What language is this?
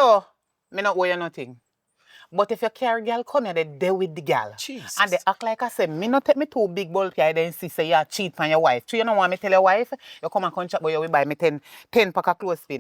Jamaican Creole English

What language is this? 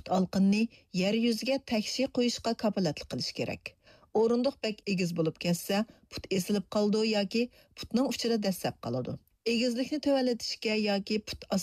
Uyghur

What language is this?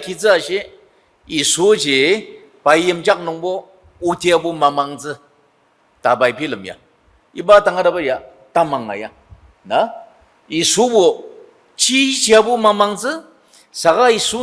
Ao Naga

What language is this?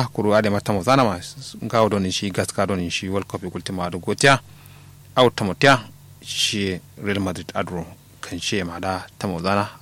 Kanuri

